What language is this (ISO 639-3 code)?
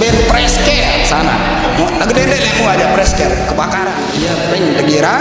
sas